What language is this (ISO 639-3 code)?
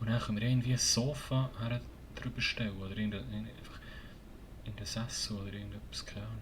gsw